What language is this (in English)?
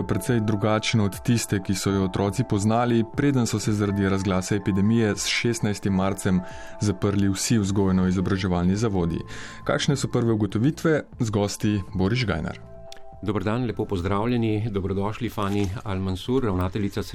Slovenian